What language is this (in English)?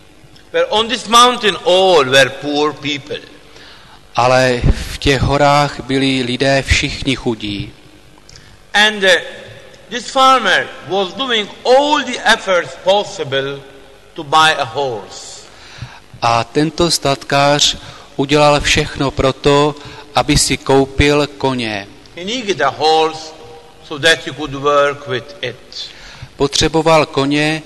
Czech